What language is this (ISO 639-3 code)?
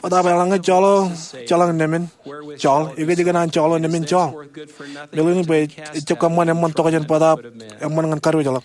mah